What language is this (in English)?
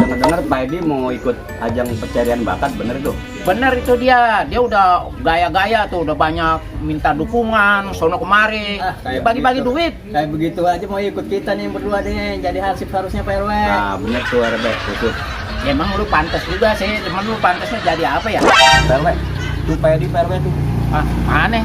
Betawi